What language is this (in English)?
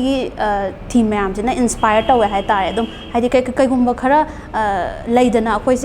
Manipuri